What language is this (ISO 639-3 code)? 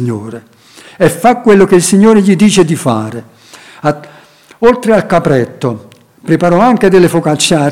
ita